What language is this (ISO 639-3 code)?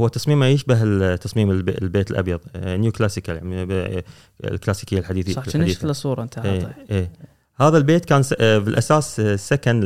afb